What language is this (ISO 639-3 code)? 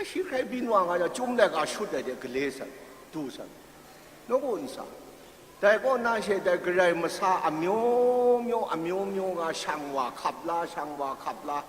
kac